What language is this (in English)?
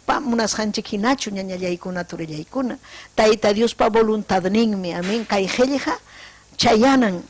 Ayacucho Quechua